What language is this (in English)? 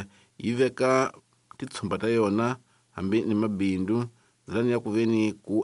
Tsonga